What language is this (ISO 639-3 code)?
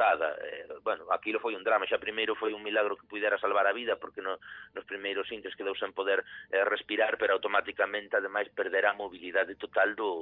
glg